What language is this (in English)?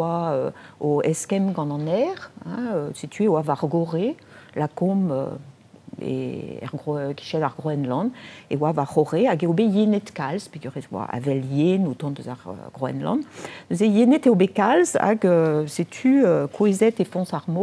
Breton